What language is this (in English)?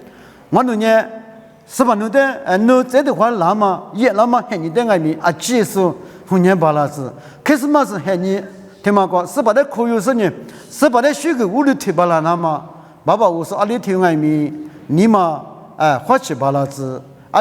Lisu